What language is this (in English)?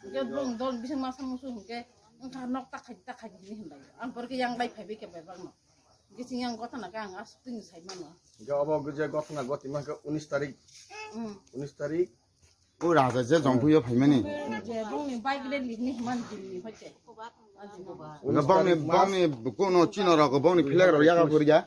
Kok Borok